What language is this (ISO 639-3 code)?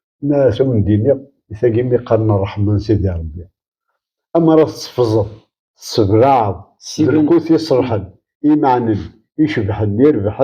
kab